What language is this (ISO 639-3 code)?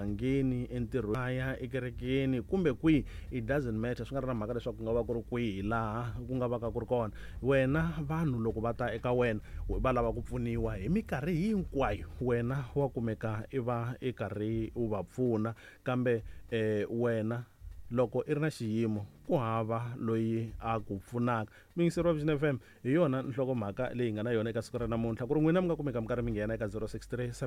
tso